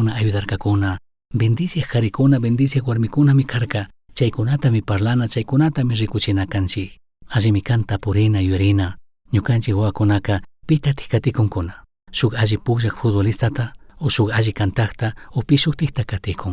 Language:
Chimborazo Highland Quichua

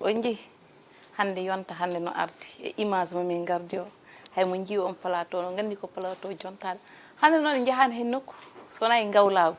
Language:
Fula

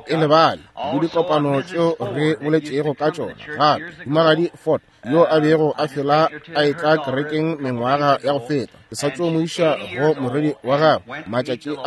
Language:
Northern Sotho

